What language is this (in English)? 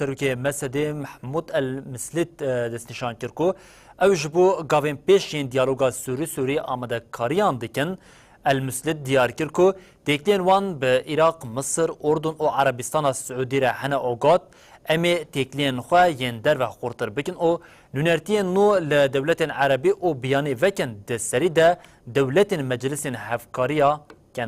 Kurdish